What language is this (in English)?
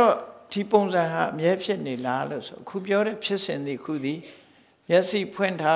Burmese